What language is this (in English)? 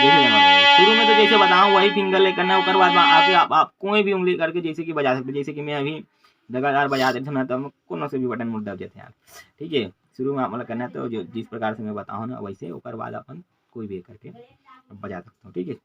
Chhattisgarhi